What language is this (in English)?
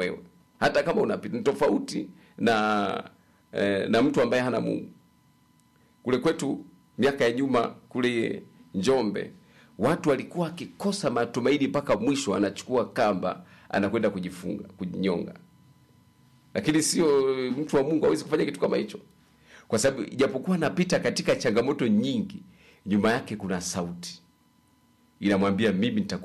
Swahili